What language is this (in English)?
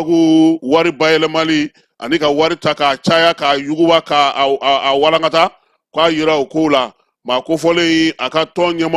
Bambara